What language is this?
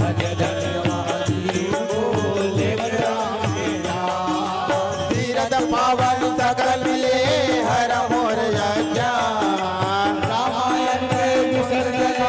Chhattisgarhi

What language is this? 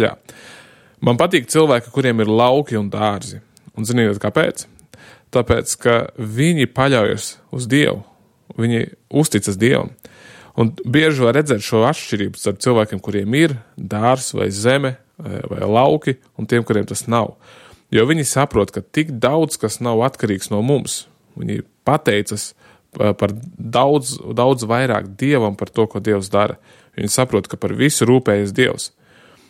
Latvian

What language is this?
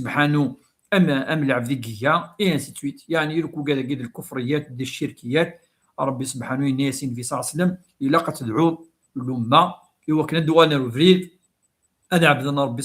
Kabyle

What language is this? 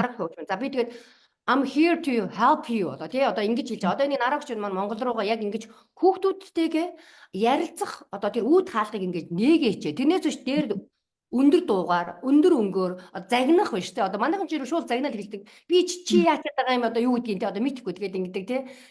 Mongolian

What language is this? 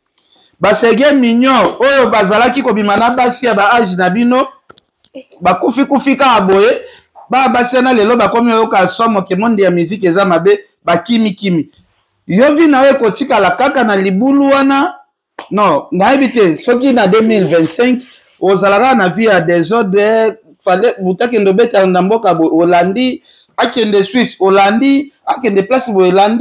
Lingala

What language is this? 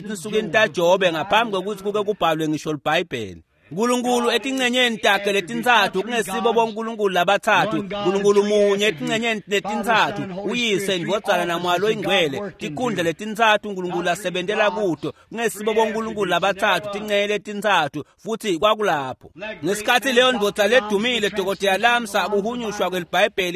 Swati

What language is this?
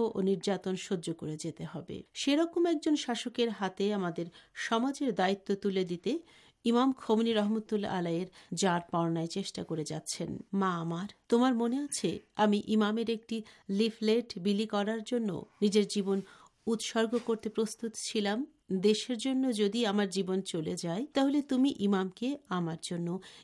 Bangla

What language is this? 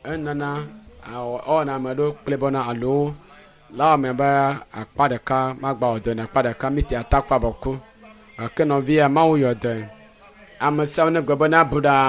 Ewe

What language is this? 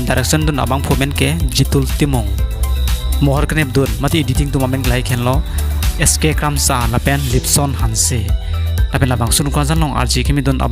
Karbi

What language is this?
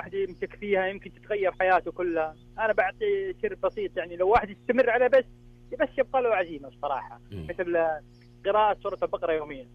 Najdi Arabic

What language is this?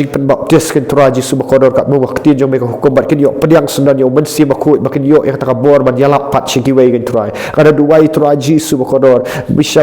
Khasi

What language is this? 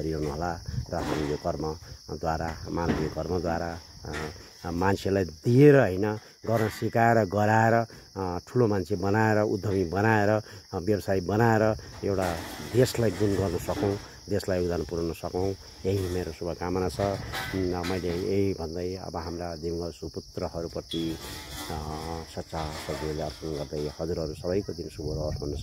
Nepali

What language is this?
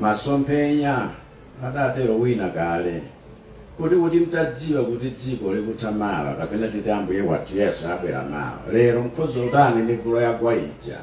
Nyanja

